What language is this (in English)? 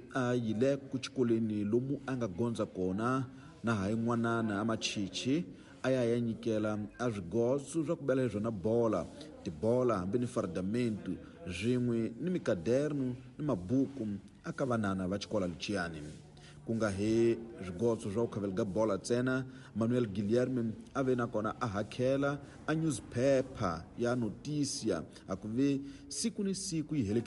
Tsonga